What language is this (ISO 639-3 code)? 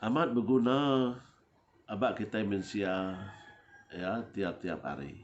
iba